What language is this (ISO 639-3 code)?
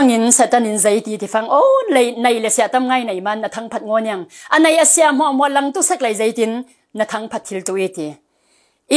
cfm